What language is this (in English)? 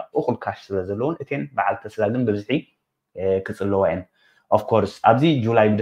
Tigrinya